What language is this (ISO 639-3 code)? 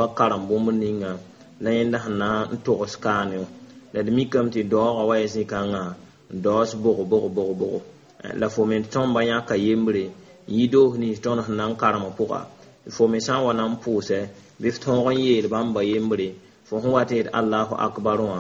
mos